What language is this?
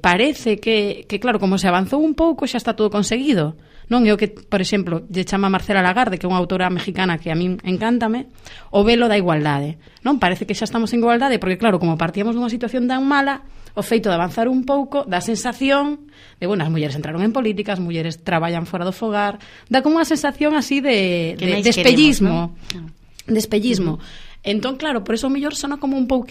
Galician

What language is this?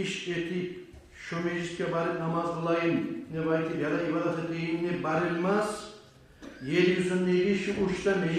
Kumyk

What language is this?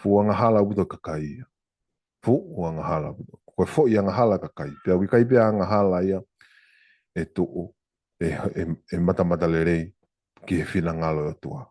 Tongan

